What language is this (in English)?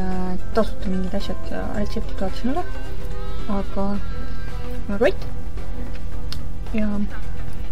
Estonian